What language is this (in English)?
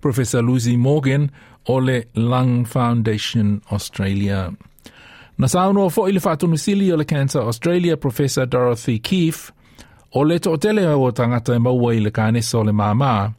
Samoan